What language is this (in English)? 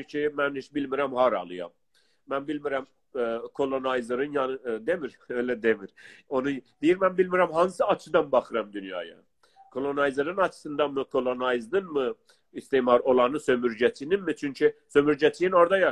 South Azerbaijani